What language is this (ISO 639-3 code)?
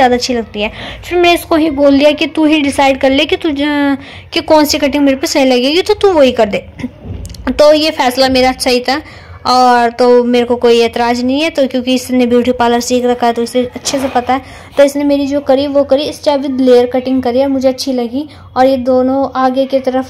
hin